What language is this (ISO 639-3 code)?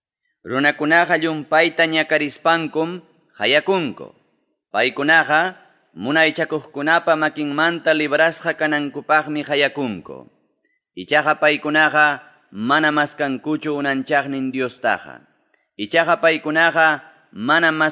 quy